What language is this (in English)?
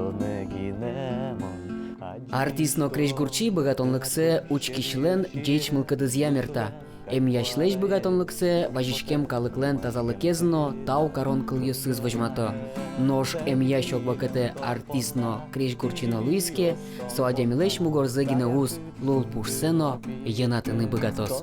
Udmurt